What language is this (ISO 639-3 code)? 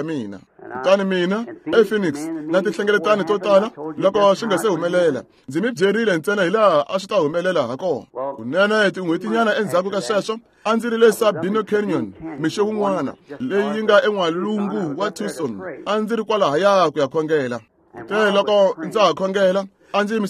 tso